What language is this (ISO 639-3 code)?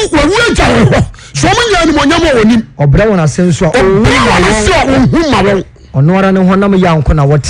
aka